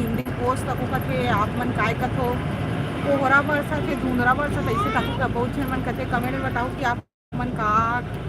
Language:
Chhattisgarhi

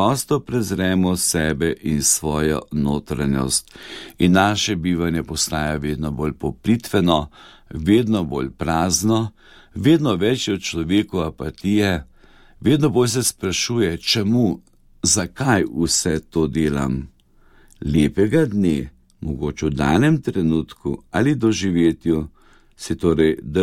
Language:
Slovenian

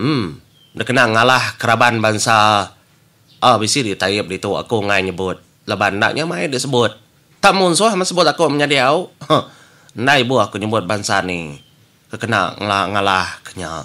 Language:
Iban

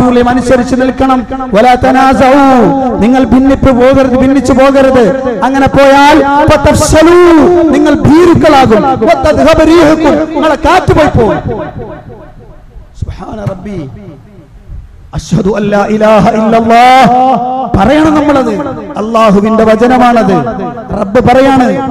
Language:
Malayalam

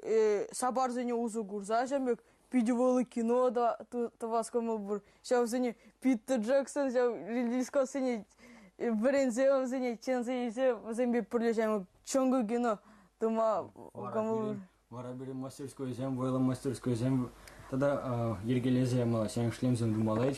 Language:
Chuvash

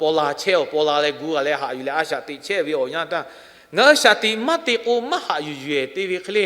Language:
Lahu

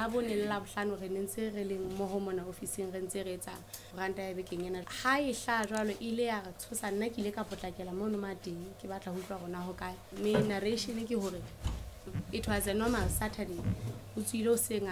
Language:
Southern Sotho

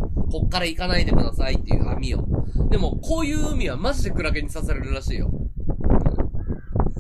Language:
Japanese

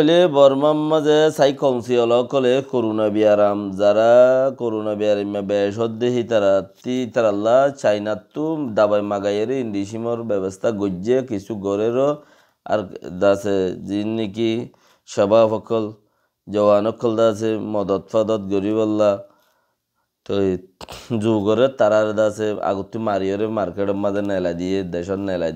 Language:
Rohingya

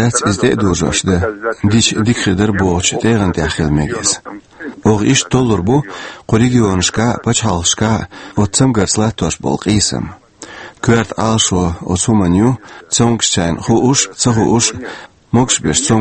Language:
Chechen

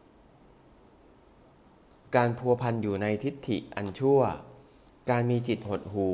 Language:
Thai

